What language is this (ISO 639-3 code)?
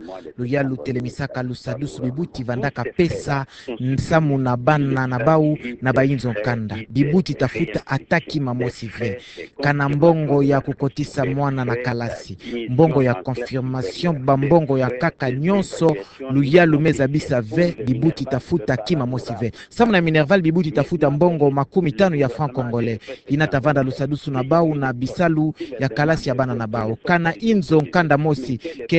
ktu